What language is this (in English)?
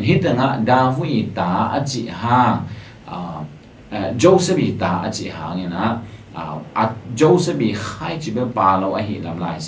Tedim Chin